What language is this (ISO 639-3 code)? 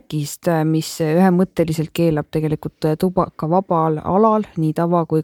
est